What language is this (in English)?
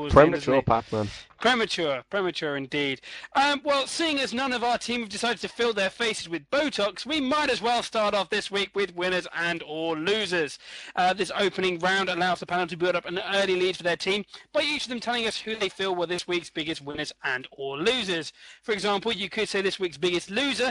English